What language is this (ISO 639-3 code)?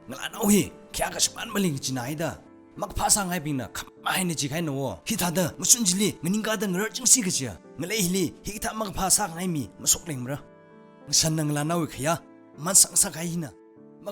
nmf